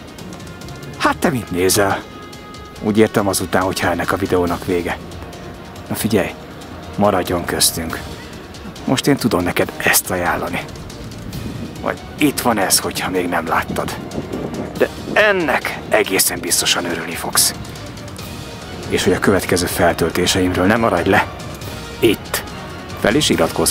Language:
Hungarian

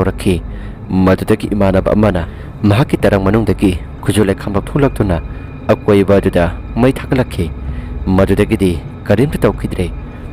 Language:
Manipuri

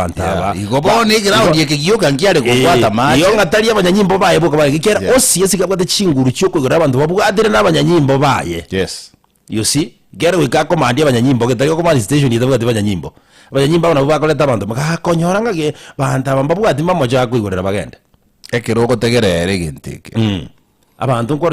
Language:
Gusii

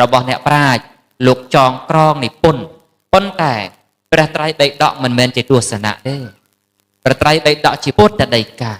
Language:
Khmer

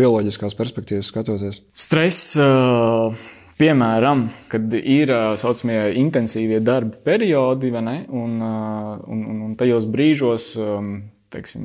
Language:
Latvian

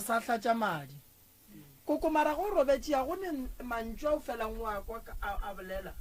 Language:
Northern Sotho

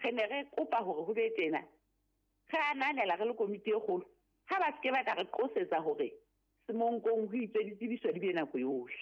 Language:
Southern Sotho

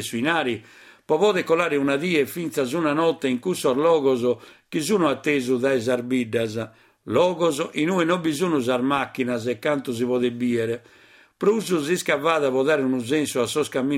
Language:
Sardinian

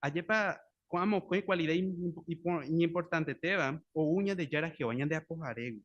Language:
Guarani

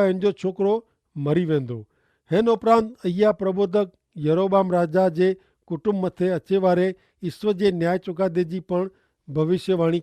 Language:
Kachhi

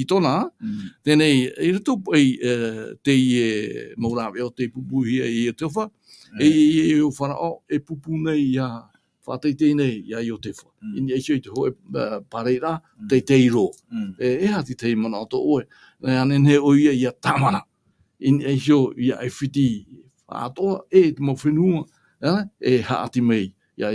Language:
Tahitian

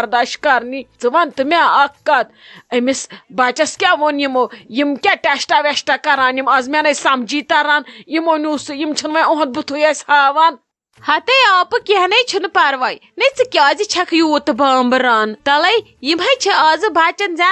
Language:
Kashmiri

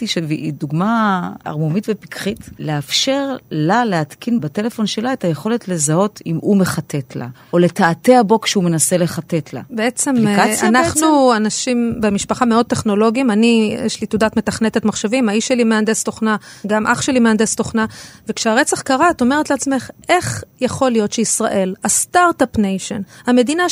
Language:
Hebrew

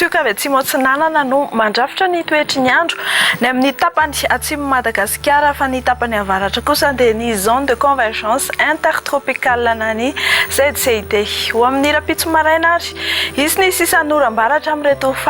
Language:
Malagasy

